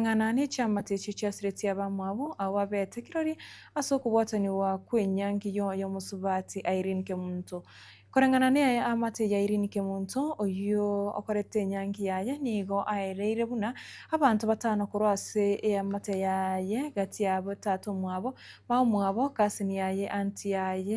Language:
Gusii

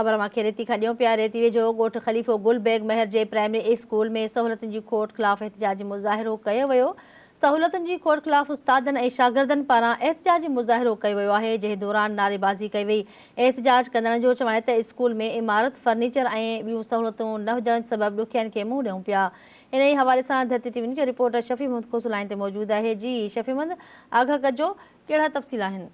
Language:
Sindhi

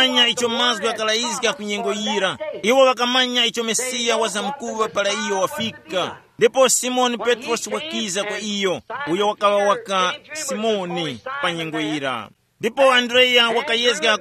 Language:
Tumbuka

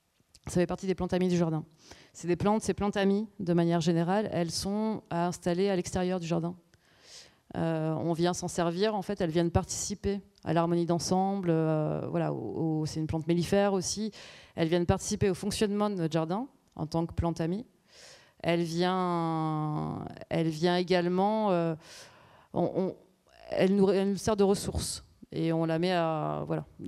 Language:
French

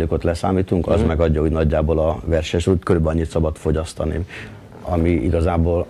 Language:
Hungarian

